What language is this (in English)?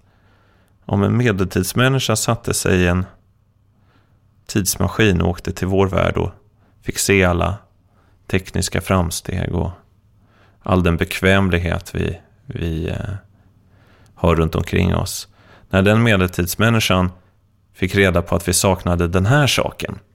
Swedish